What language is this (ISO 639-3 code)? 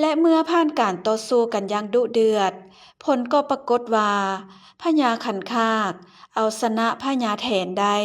lao